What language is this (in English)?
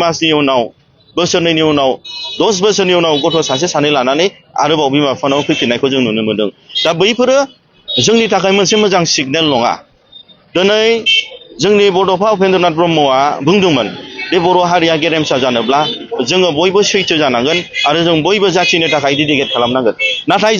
Bodo